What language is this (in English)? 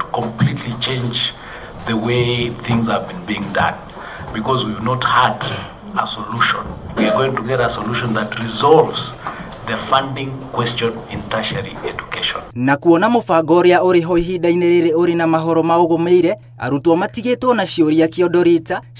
Kikuyu